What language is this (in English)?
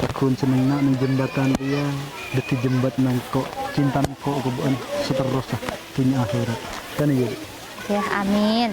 Madurese